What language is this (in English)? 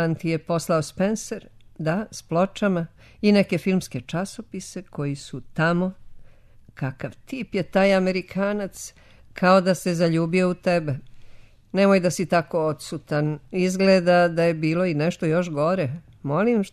Serbian